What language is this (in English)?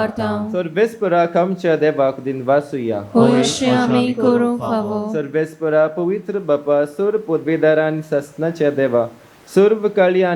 Konkani